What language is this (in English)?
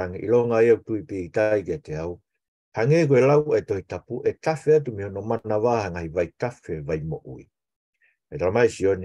Tongan